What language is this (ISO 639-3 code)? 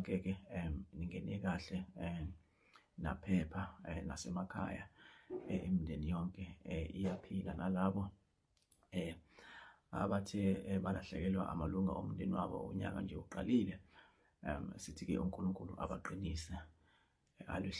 zul